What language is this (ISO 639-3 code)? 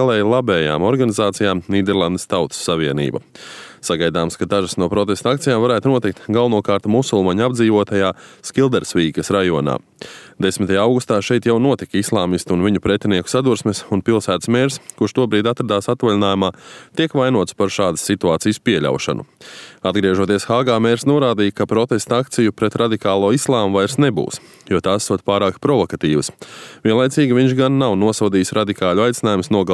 lav